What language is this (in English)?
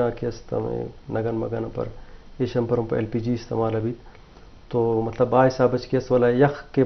Eastern Balochi